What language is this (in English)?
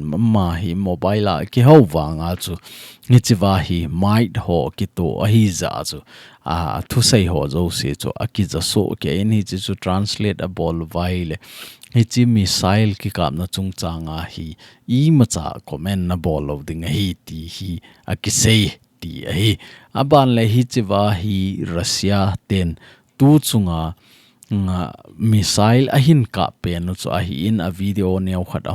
Thado Chin